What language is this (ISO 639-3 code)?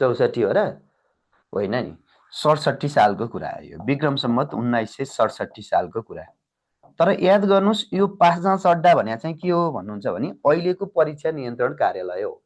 nep